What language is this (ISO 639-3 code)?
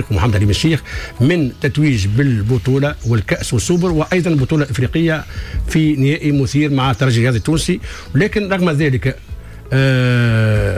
aeb